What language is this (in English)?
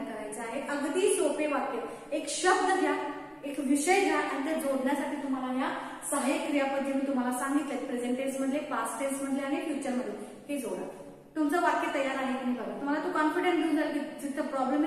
Marathi